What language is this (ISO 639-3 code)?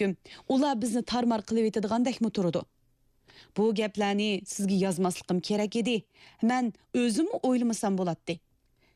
uig